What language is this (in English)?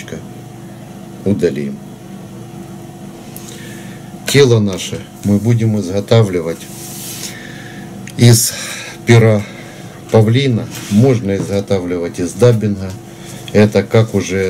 Russian